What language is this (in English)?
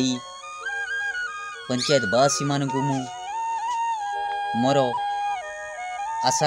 Odia